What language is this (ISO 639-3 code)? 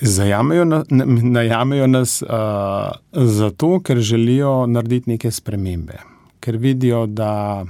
slv